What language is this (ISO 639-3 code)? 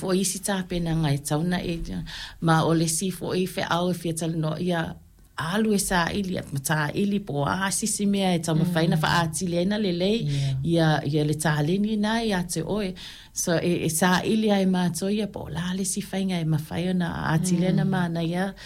smo